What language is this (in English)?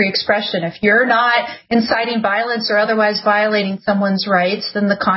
English